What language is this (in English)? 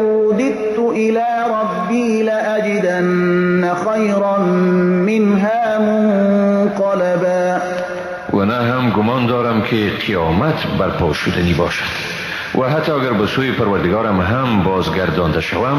Persian